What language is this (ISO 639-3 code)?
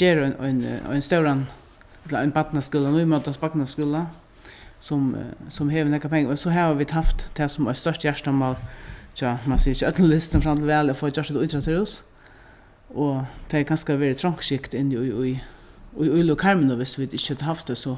fao